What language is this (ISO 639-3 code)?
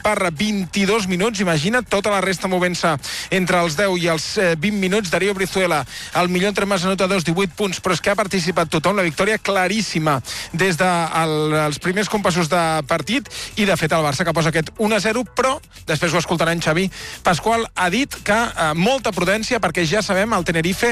cat